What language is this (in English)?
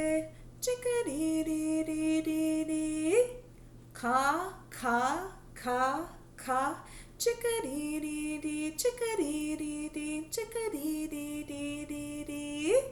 Mohawk